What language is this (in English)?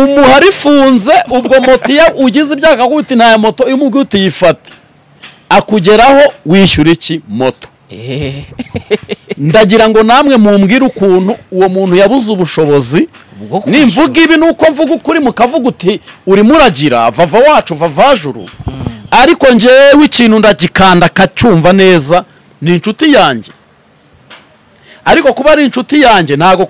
Kinyarwanda